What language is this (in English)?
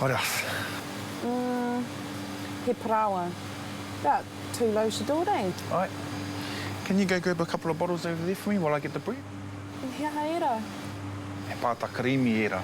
Māori